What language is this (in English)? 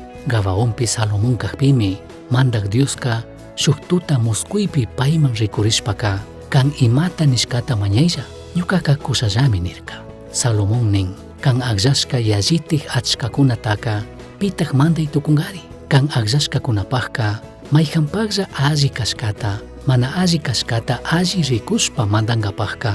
Chimborazo Highland Quichua